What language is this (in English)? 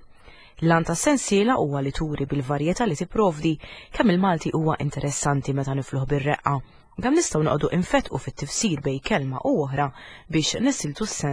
Maltese